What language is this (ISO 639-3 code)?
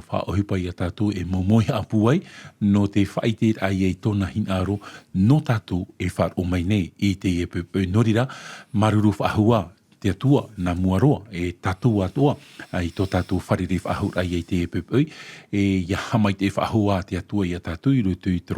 tah